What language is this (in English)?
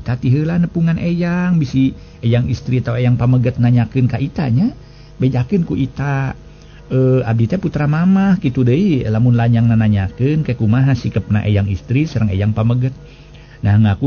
Sundanese